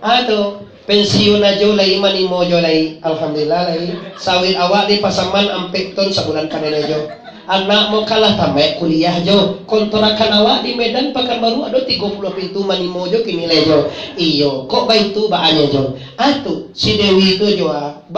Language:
Minangkabau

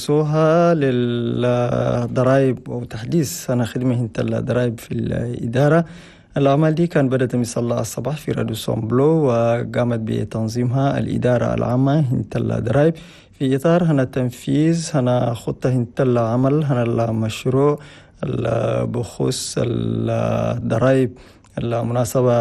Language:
Chadian Arabic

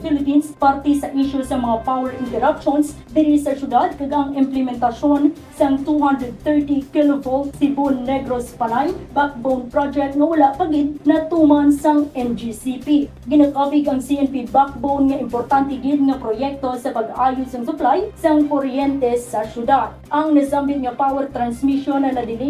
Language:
Hiligaynon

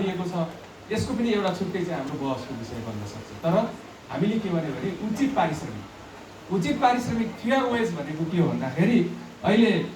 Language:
Nepali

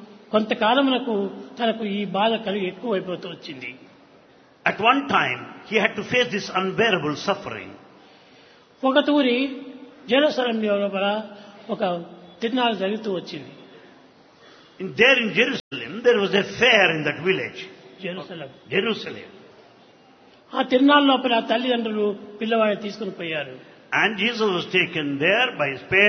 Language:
Telugu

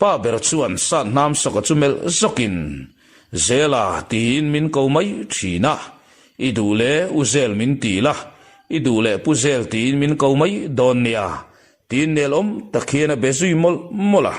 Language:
Mizo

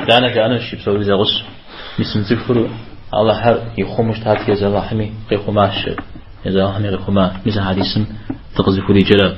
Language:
Kabardian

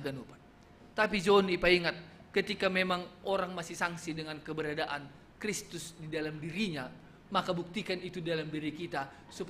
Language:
Batak Simalungun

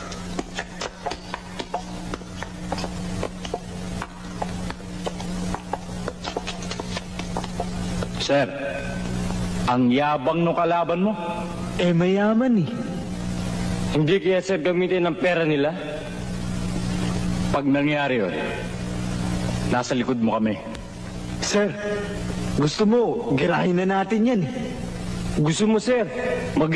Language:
Filipino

